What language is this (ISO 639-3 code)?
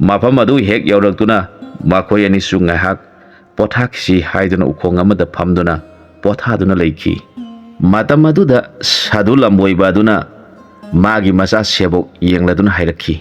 mni